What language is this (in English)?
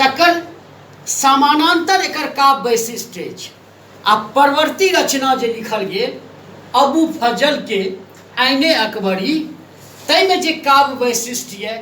Maithili